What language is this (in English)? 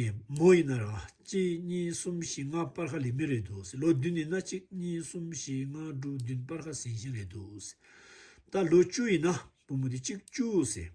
Tibetan